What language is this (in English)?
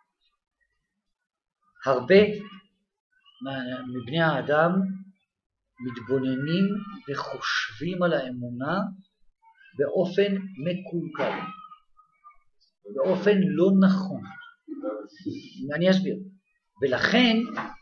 Hebrew